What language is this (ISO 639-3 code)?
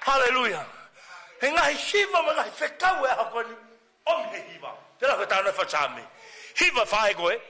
ton